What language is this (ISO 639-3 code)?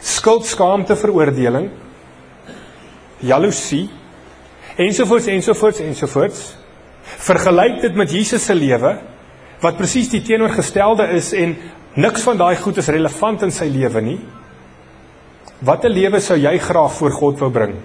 afr